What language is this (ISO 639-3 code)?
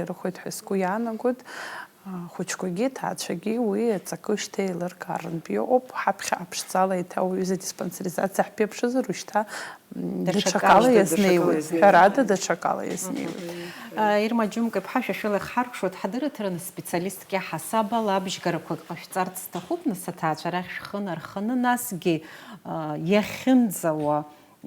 abk